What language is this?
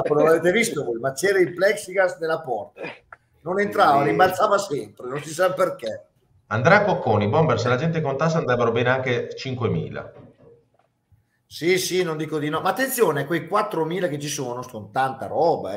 Italian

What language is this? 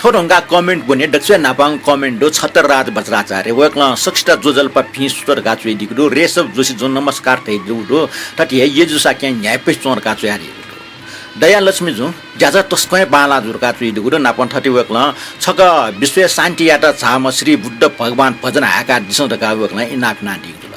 Newari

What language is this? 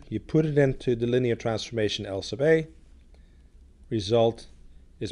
English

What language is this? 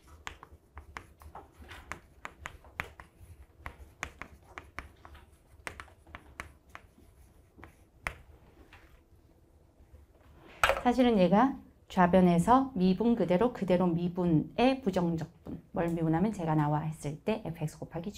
Korean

